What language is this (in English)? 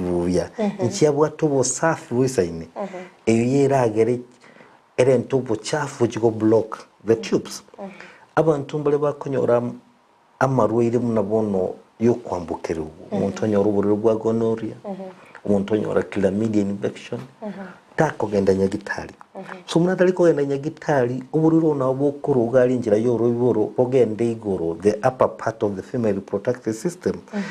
Gusii